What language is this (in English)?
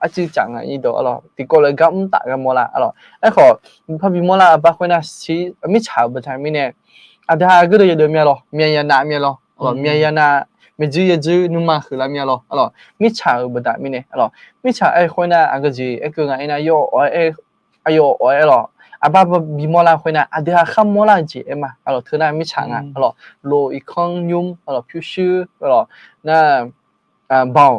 Akha